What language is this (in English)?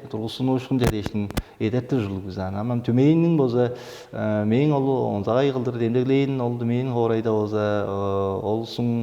Tuvinian